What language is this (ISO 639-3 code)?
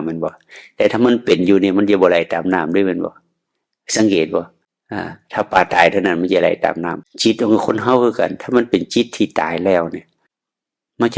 tts